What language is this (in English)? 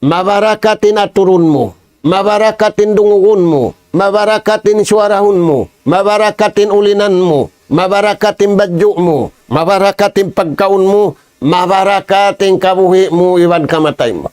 Tausug